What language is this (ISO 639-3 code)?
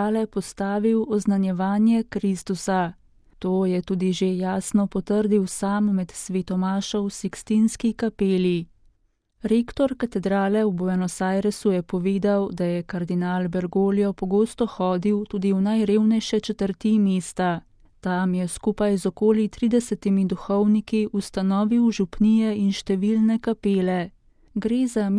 slv